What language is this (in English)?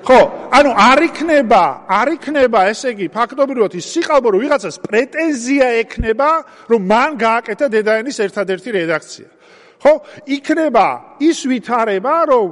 Georgian